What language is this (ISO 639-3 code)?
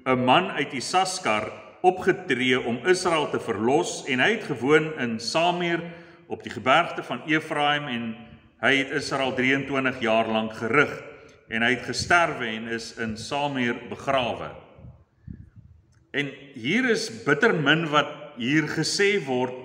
afr